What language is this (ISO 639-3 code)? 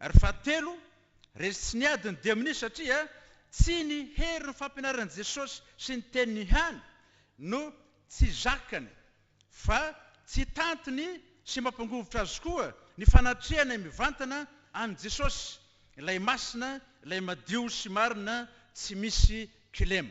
mlg